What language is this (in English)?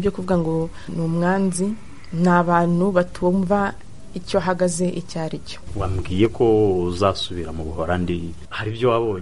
Kinyarwanda